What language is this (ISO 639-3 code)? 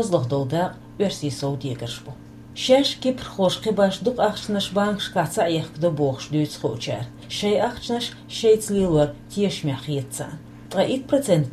che